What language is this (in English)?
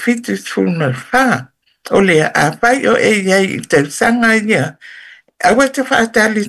Samoan